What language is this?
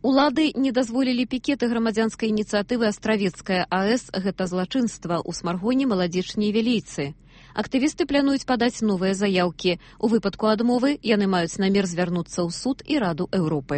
Belarusian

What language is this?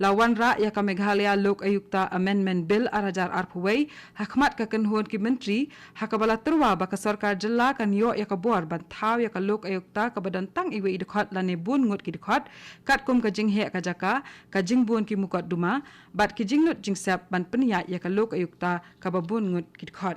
Khasi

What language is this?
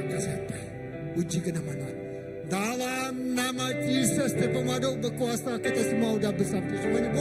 Iban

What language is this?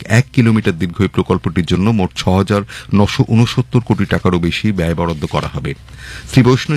Bangla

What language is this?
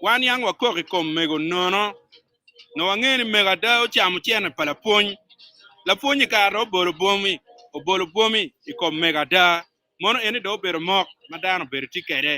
Acoli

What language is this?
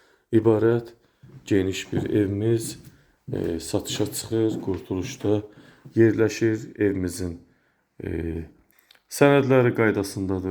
Azerbaijani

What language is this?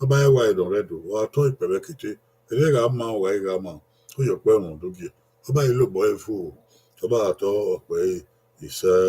Bini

